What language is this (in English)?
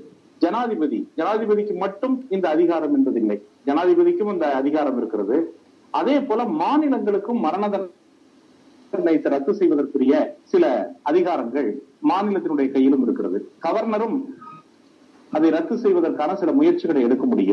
Tamil